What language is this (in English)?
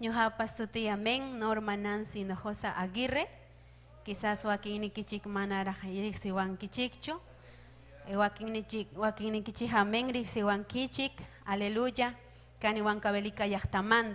Ayacucho Quechua